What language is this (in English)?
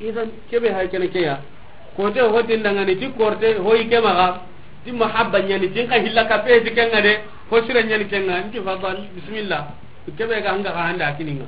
Soninke